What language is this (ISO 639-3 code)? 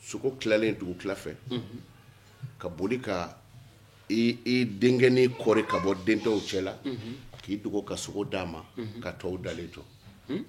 bam